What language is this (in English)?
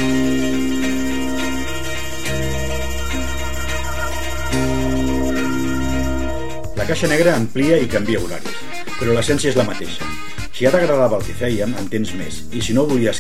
Catalan